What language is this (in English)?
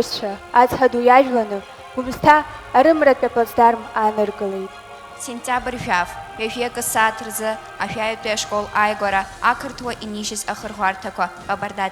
Abkhazian